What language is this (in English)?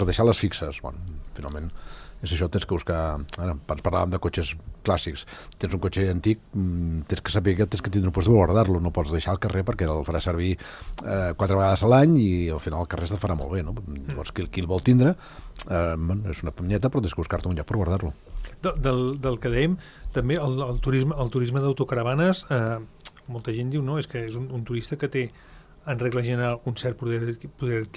Catalan